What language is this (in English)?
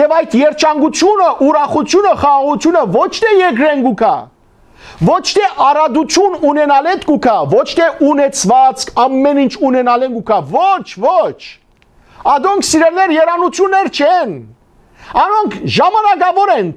Western Armenian